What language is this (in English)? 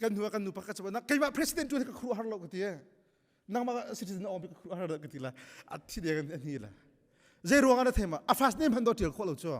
Hakha Chin